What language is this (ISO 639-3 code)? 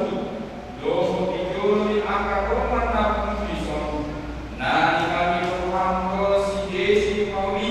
bbc